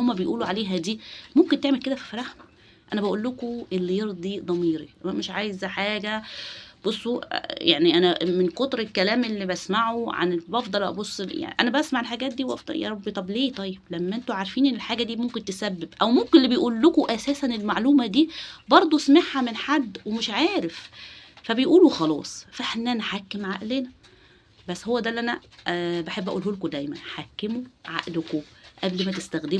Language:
Egyptian Arabic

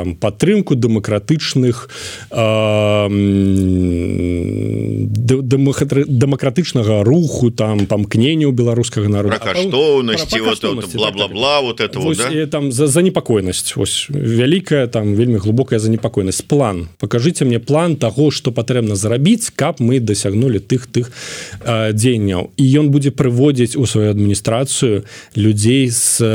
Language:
Belarusian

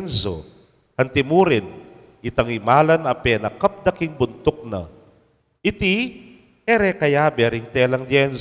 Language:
Pampanga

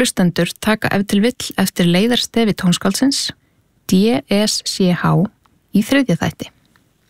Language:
Icelandic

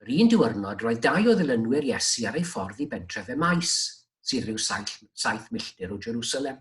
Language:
Welsh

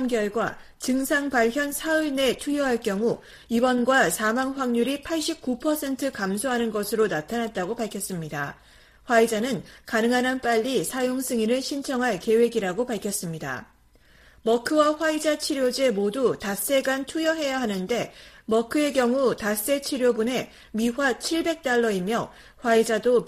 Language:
Korean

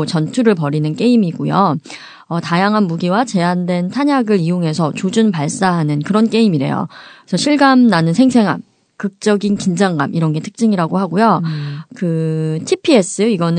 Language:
Korean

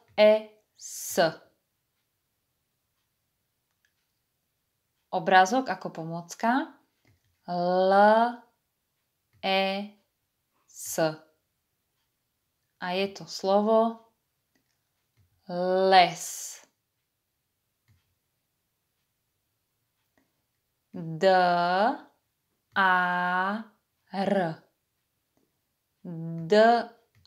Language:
Slovak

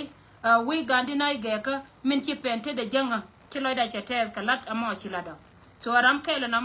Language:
Nuer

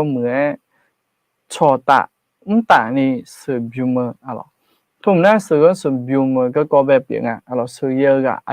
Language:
Akha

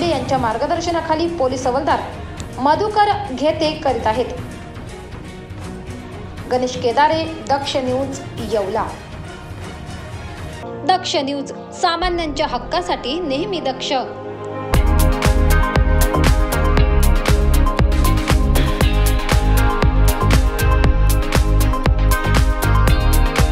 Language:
Marathi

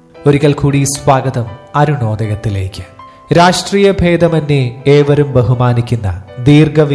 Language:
Malayalam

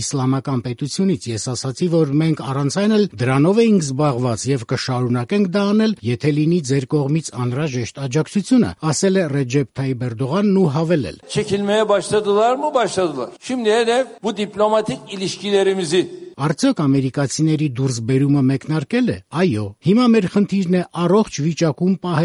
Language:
Armenian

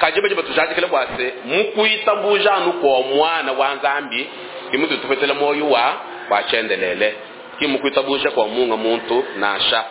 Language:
Luba-Lulua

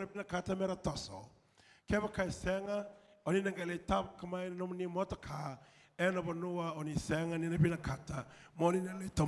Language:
Fijian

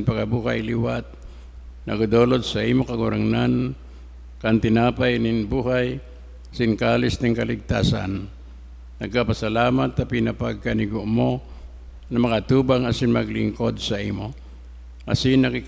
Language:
Bikol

